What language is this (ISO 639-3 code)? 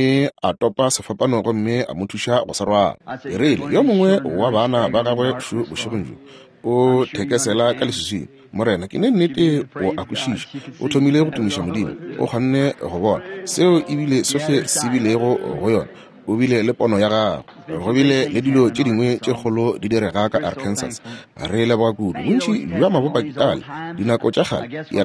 nso